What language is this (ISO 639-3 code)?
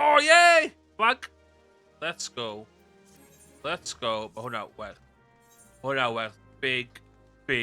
cym